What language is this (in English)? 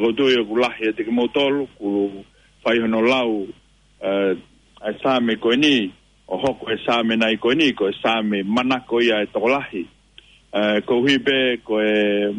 Tongan